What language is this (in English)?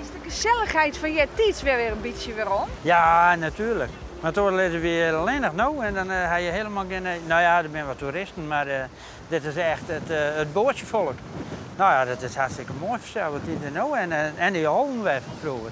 Western Frisian